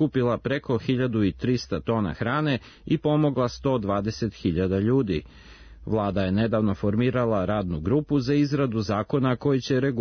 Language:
Serbian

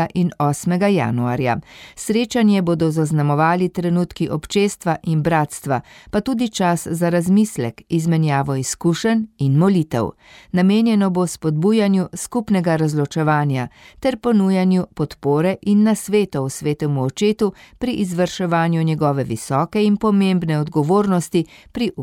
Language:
Slovenian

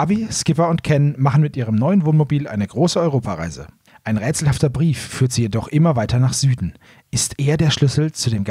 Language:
German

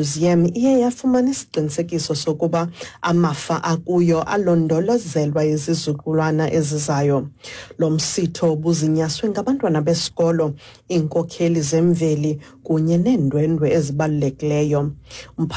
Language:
Xhosa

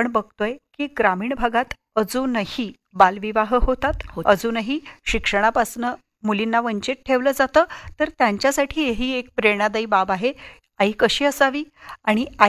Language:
Marathi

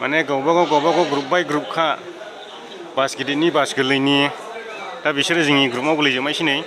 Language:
Bodo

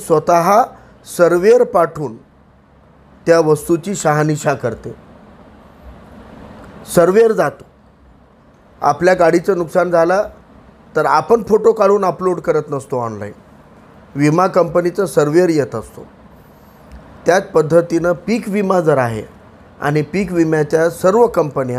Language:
Marathi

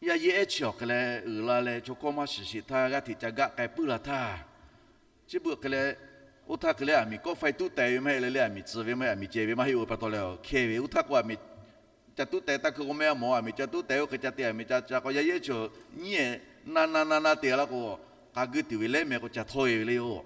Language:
Lahu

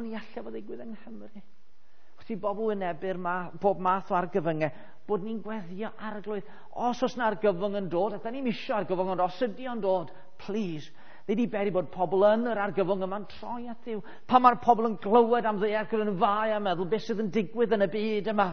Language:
Welsh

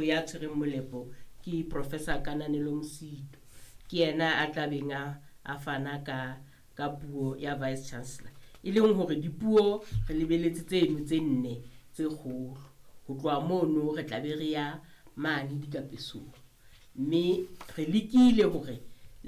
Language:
Southern Sotho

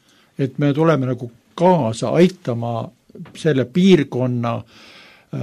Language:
Estonian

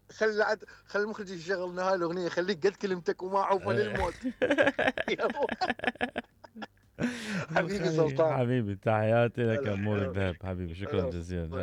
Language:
Mesopotamian Arabic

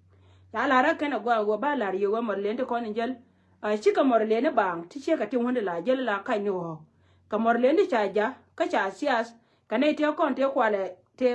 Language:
Nuer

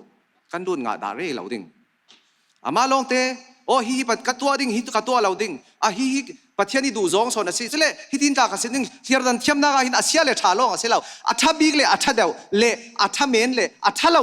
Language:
Falam Chin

